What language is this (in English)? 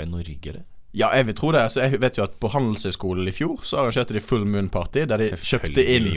Norwegian